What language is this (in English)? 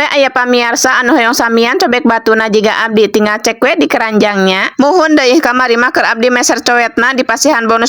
Sundanese